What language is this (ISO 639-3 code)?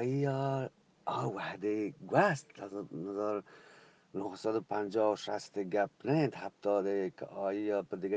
bgp